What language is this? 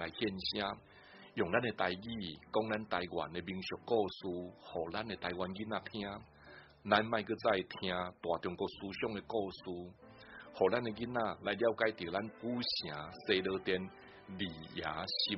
Min Nan Chinese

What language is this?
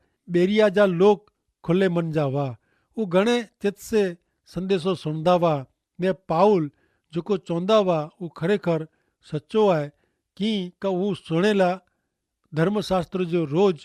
Kachhi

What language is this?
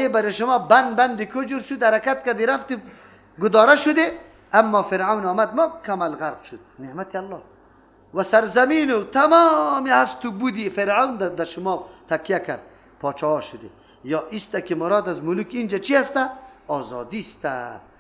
Persian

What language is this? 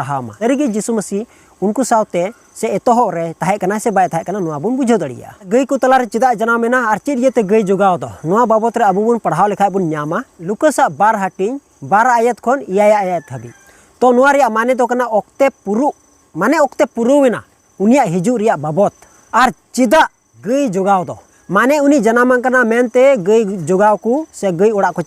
Santali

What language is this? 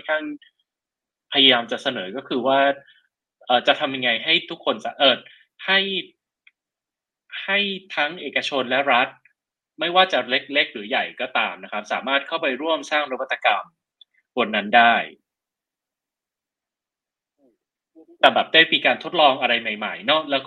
Thai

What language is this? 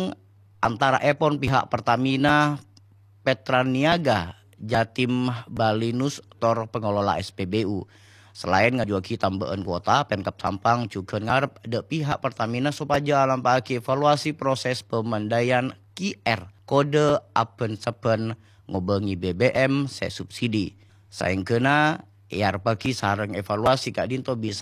Madurese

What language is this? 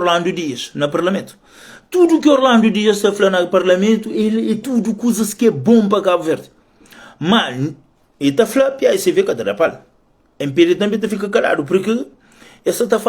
Kabuverdianu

